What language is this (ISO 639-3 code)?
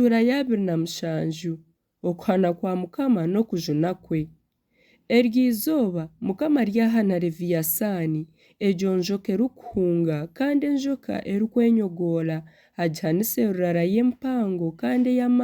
nyn